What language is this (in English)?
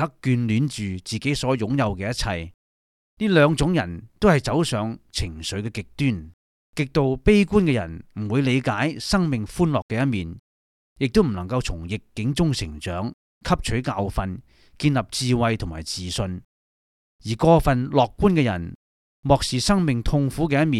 Cantonese